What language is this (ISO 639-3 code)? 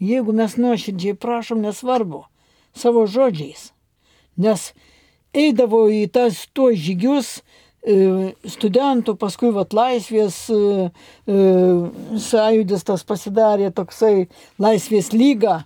lit